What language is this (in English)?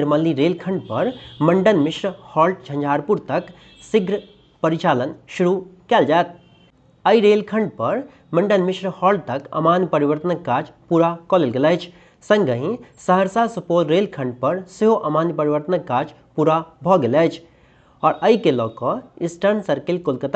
Maithili